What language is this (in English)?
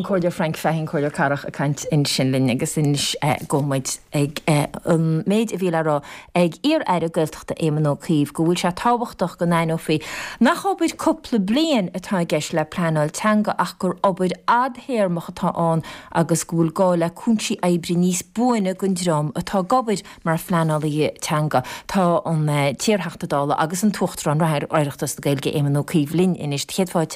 Irish